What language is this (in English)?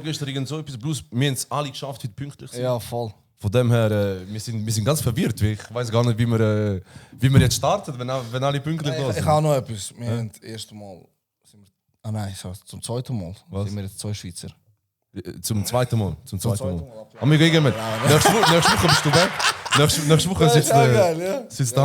Swiss German